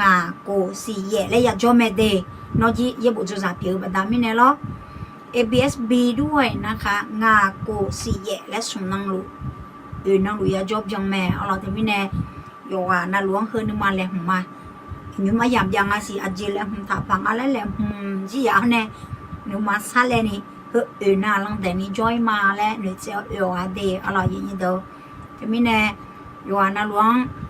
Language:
Akha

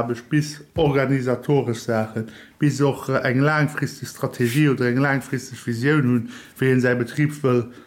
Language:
Luxembourgish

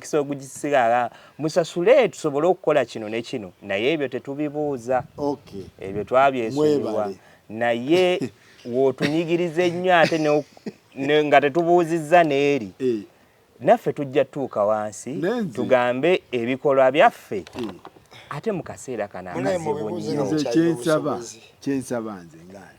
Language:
Ganda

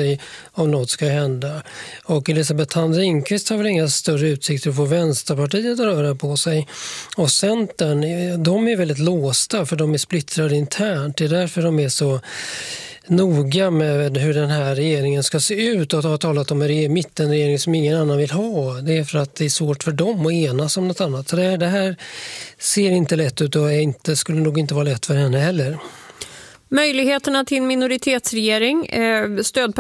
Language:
Swedish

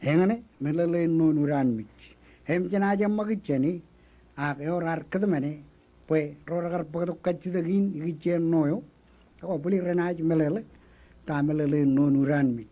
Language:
Marshallese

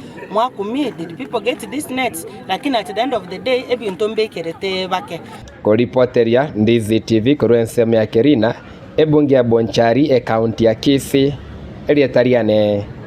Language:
Gusii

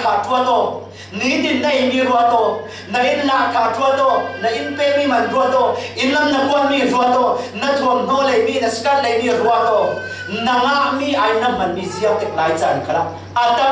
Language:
Falam Chin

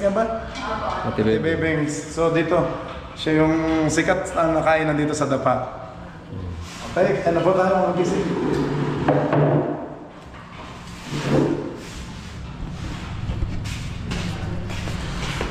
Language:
Filipino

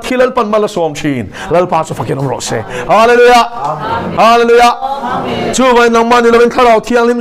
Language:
Mizo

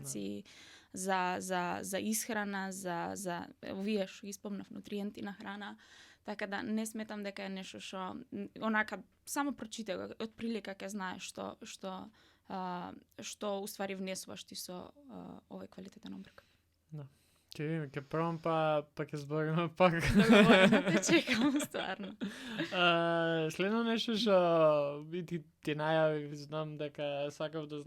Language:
Macedonian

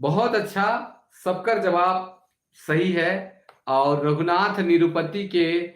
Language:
Sadri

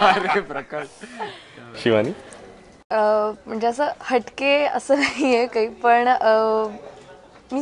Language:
Marathi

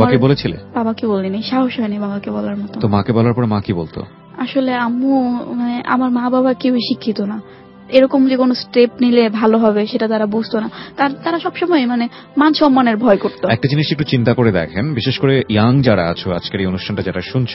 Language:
Bangla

